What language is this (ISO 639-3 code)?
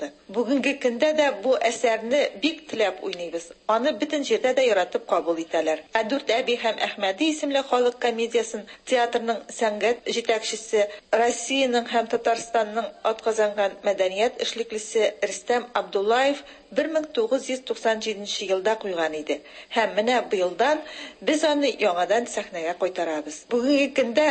tat